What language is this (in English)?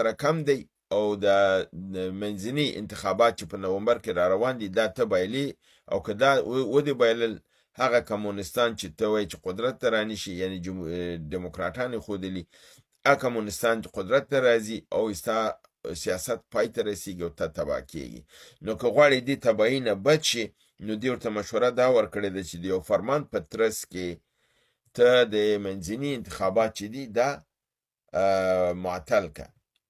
Pashto